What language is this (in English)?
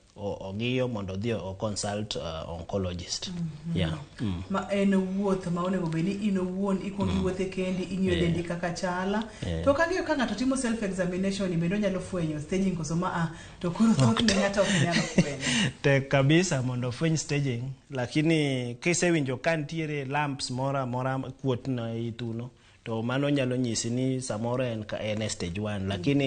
Luo (Kenya and Tanzania)